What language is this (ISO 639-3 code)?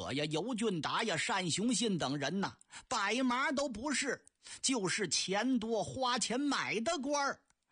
zho